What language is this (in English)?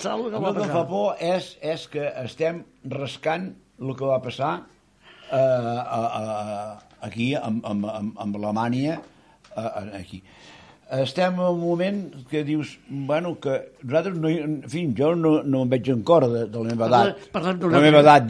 Catalan